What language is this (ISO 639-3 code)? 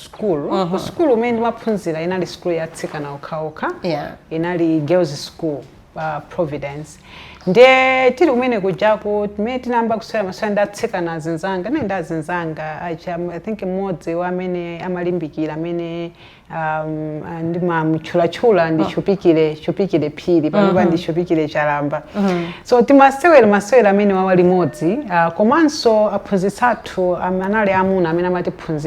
nya